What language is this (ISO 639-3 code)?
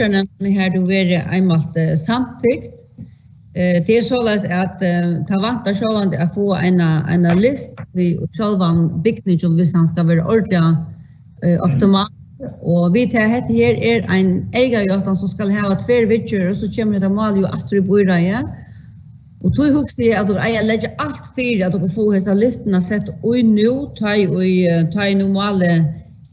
fao